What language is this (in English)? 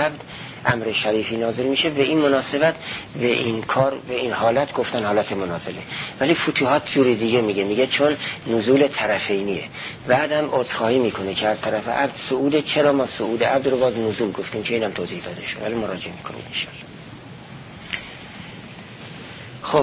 Persian